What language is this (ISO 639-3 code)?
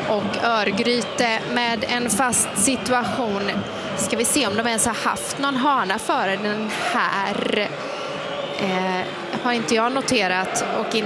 swe